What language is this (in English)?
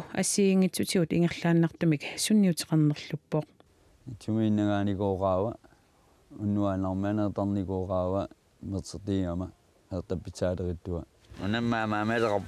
Kalaallisut